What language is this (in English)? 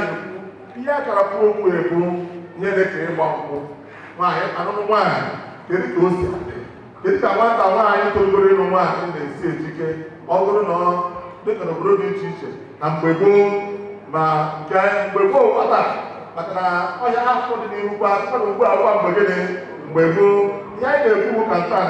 Igbo